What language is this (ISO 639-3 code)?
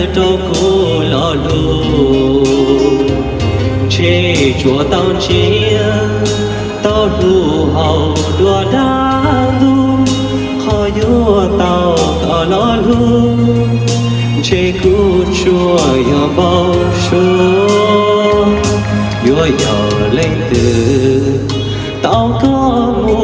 hmn